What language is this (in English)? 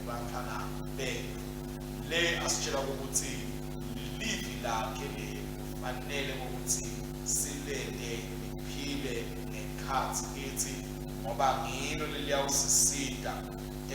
Swati